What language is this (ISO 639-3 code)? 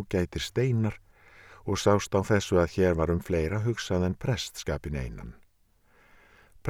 isl